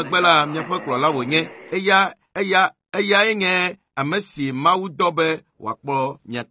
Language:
Ewe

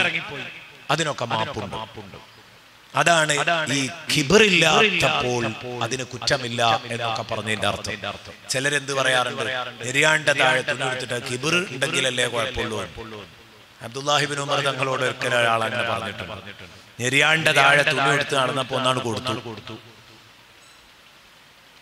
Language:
Malayalam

